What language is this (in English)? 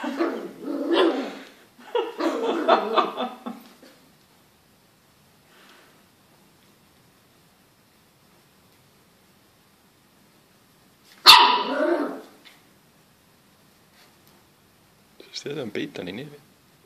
Icelandic